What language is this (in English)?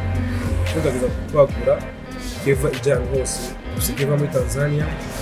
Rundi